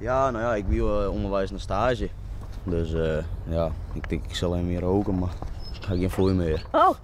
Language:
Western Frisian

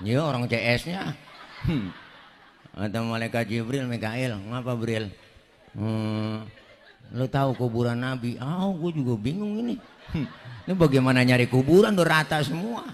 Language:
Betawi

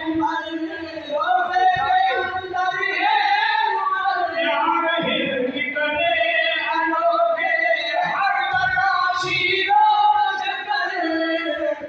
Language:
Saraiki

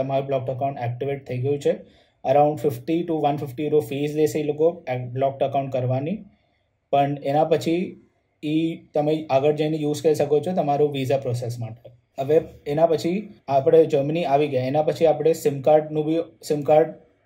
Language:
Gujarati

